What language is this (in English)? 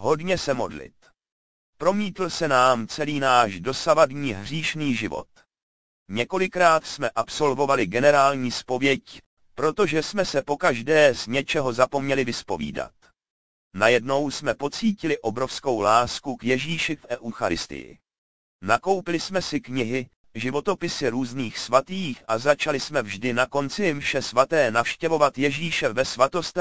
Czech